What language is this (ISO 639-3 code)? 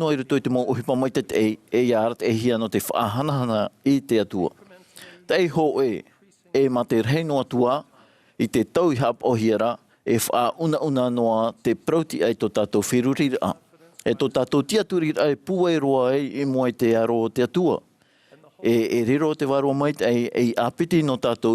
tah